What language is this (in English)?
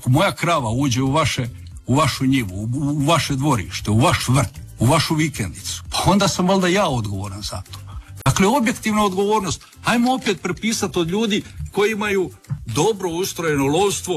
Croatian